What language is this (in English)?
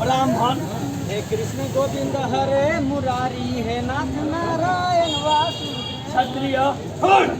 Maithili